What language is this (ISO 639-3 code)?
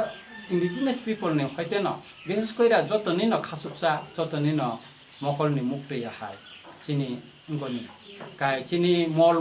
trp